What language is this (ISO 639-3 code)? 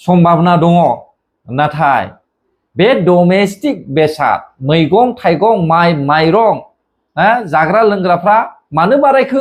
brx